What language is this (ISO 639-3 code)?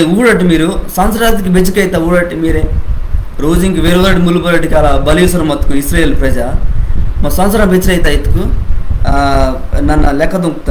kff